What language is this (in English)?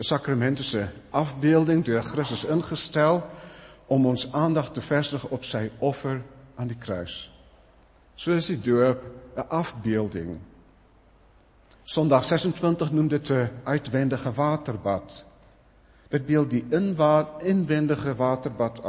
Afrikaans